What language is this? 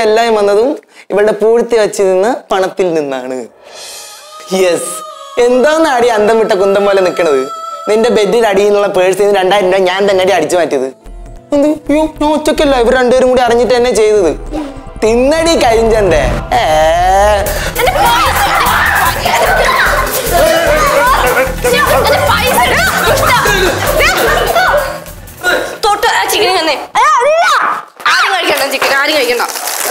Malayalam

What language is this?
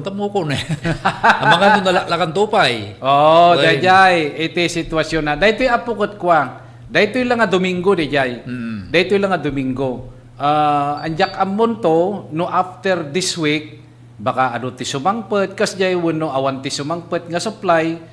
Iloko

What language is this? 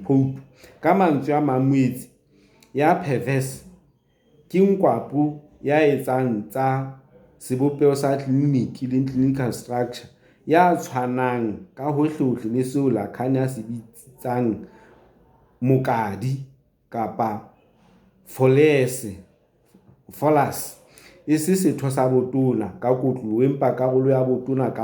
Southern Sotho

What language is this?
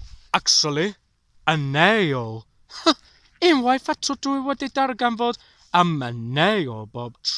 Welsh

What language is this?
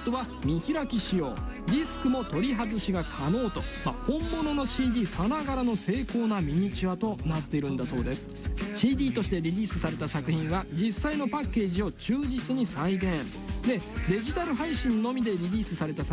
Japanese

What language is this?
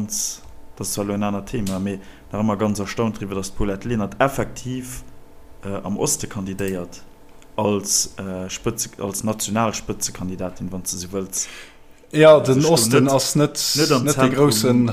Luxembourgish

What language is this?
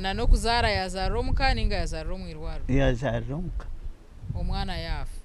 Nyankole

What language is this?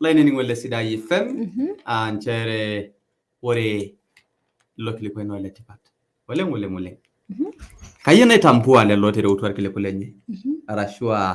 Masai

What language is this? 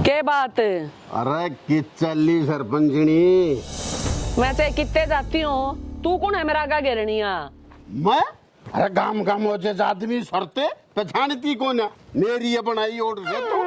Haryanvi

